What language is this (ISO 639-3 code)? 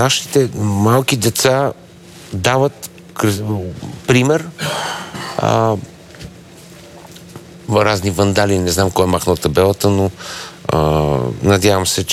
bul